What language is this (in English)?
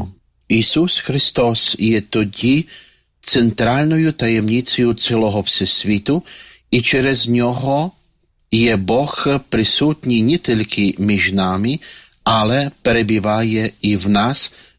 Ukrainian